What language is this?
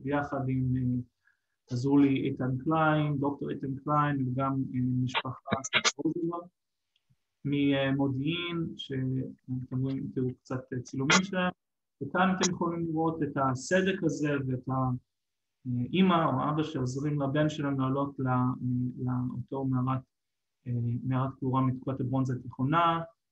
Hebrew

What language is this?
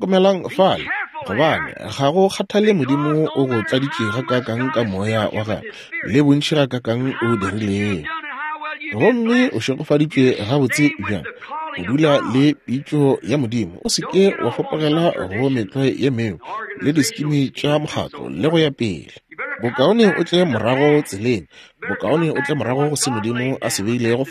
Northern Sotho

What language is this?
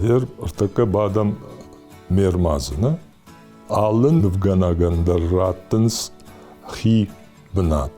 Ossetic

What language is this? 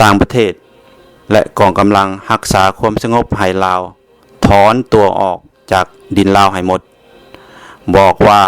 Lao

